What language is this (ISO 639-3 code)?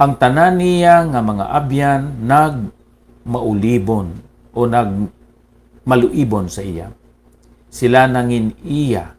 hil